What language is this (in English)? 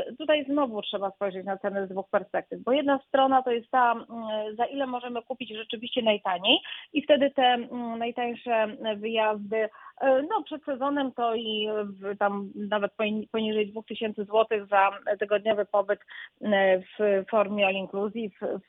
Polish